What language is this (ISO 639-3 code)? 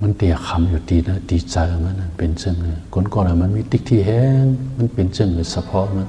shn